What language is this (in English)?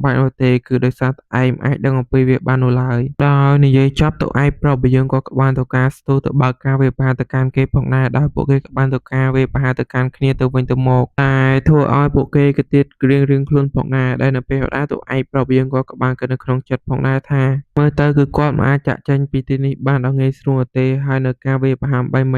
Khmer